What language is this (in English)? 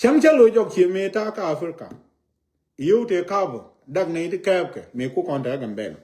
Nuer